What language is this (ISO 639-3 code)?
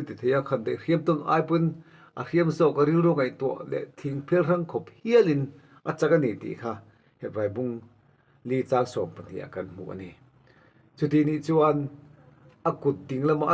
lus